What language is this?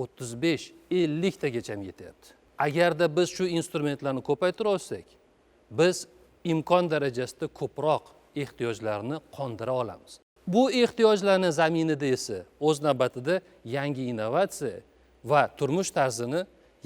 Uzbek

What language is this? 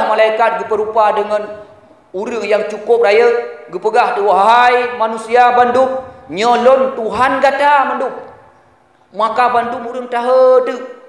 Achinese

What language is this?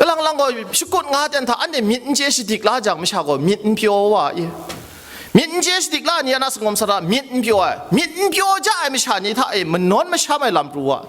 Kachin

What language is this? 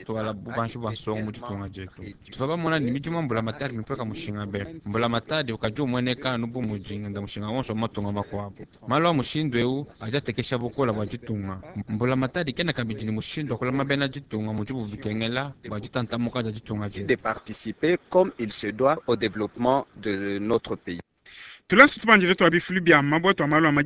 Luba-Lulua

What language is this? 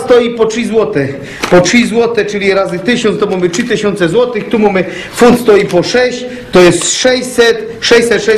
Polish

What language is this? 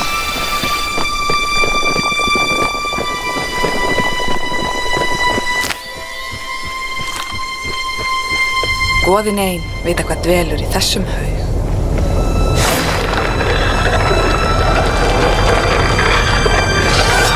Icelandic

